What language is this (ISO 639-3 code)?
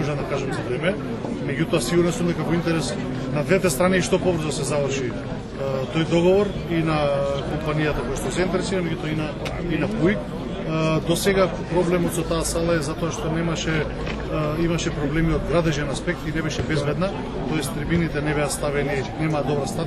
mkd